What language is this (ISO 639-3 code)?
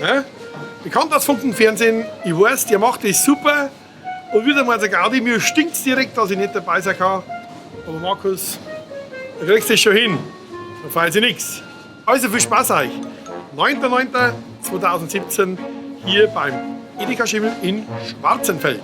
bar